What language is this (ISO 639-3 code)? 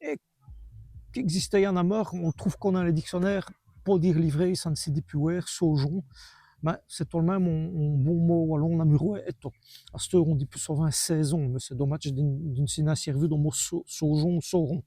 wln